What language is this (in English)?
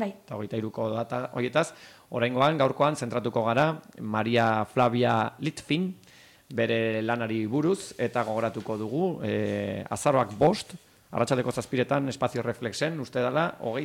Basque